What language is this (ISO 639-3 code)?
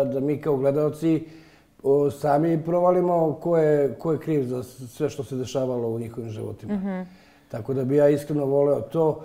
srp